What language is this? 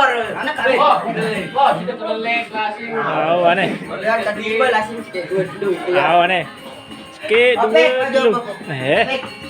Sasak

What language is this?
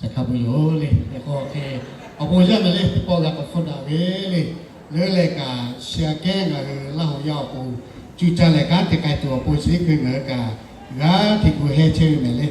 Lahu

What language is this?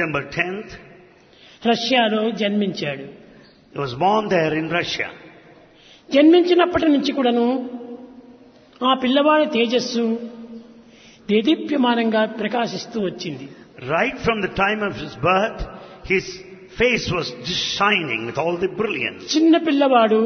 Telugu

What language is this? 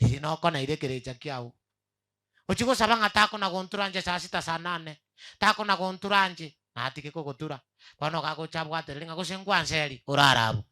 Gusii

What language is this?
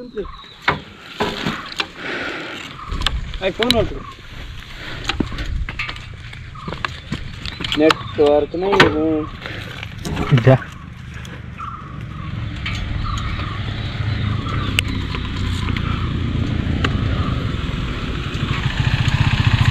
Kannada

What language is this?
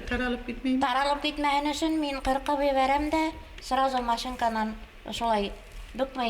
Bashkir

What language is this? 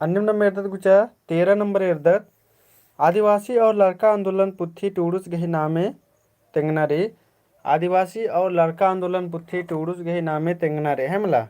Kurukh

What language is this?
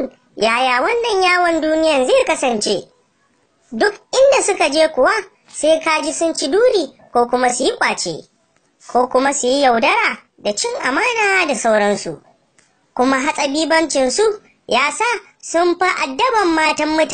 Hausa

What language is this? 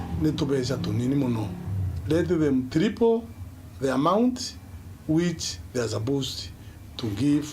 Meru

